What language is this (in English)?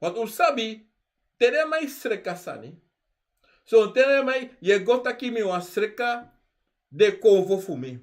Sranan Tongo